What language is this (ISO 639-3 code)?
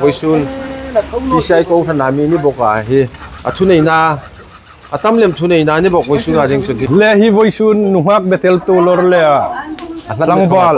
hmr